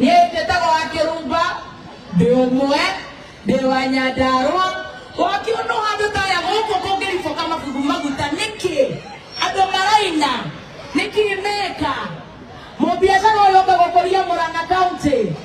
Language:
Kikuyu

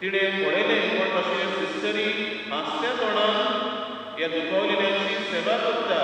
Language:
Konkani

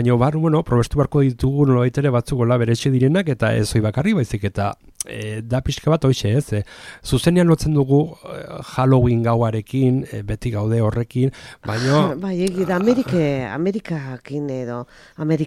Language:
Basque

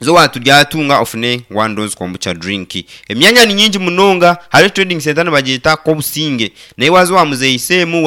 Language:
Nyankole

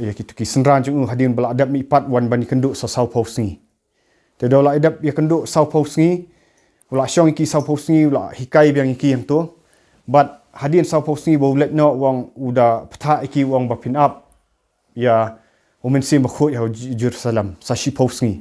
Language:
Khasi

